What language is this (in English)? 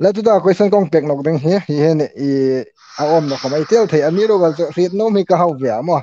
Hmar